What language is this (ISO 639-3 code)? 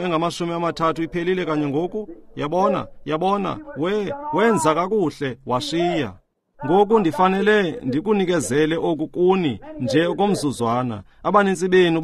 xho